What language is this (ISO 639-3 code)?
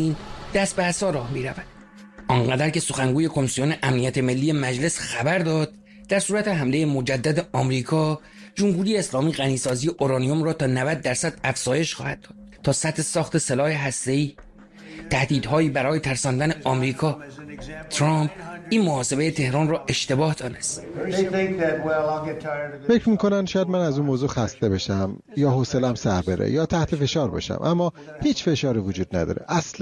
fas